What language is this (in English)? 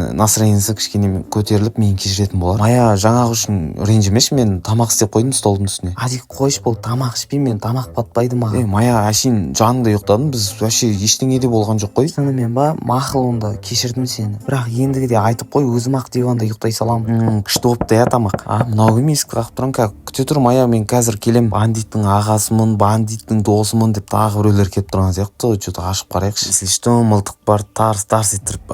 Kazakh